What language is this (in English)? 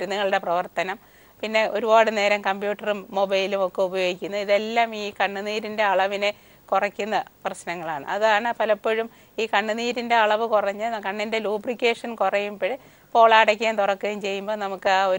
Malayalam